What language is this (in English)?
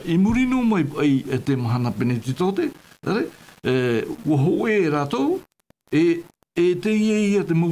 Tahitian